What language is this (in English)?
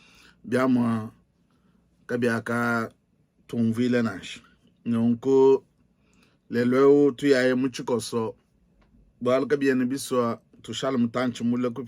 Luba-Lulua